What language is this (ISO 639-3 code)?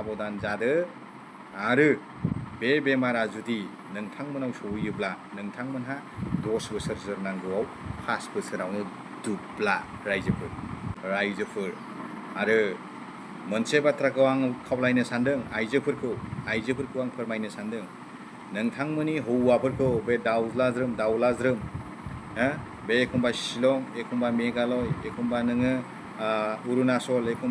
brx